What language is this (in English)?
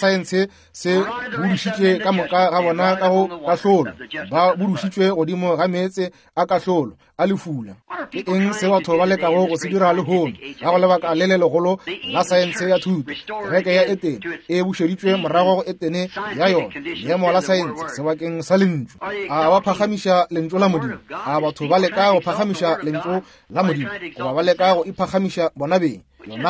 Northern Sotho